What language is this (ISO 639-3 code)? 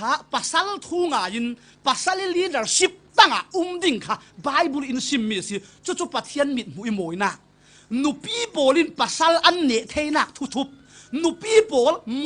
cfm